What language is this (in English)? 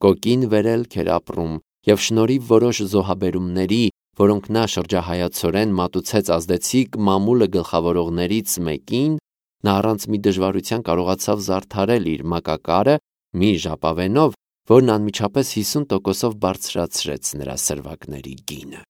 Armenian